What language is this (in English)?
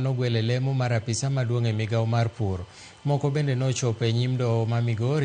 Luo (Kenya and Tanzania)